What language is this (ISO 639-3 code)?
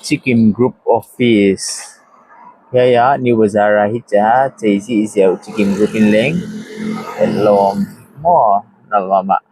pck